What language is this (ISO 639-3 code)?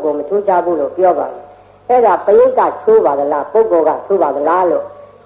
mya